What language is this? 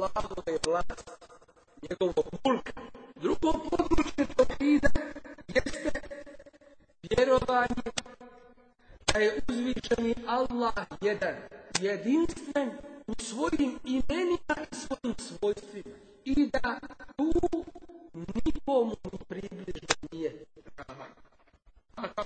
Bosnian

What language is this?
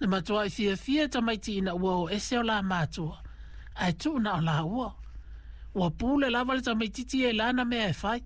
Samoan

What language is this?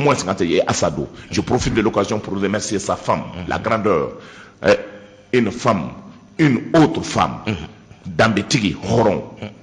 Bambara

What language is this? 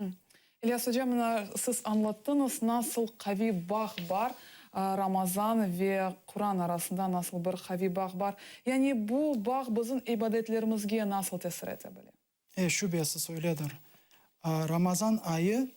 Crimean Tatar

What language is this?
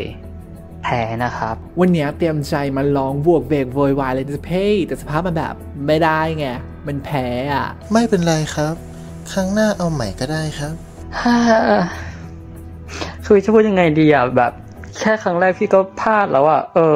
Thai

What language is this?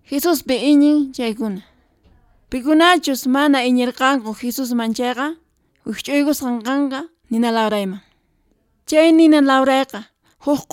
Quechua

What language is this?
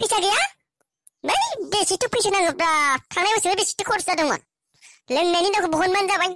Bodo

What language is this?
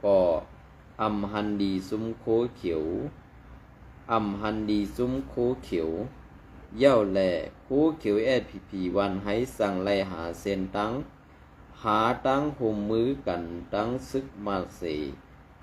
Shan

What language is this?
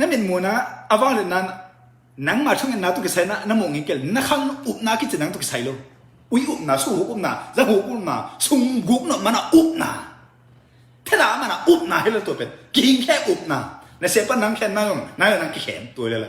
Tedim Chin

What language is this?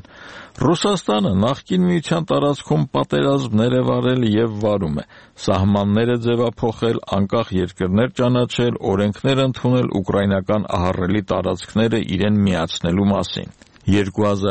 Armenian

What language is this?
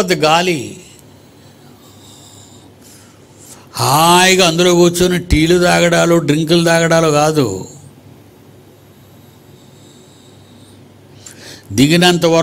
Telugu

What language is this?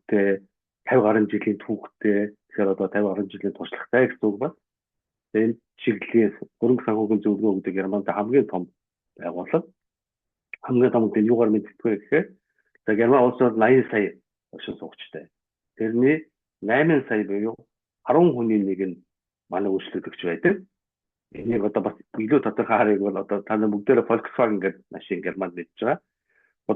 Mongolian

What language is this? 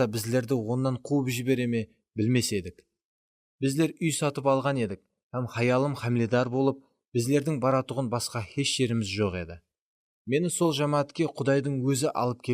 Kara-Kalpak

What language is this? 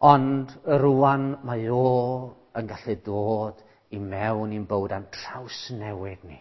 Welsh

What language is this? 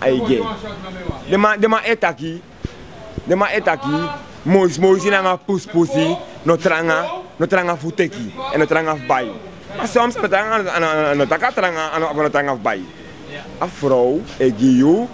Sranan Tongo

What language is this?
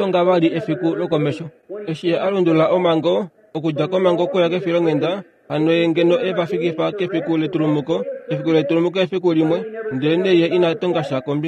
Kuanyama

